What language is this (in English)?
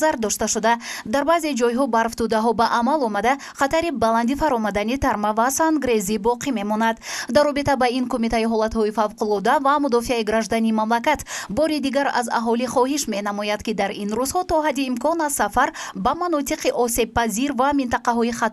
Tajik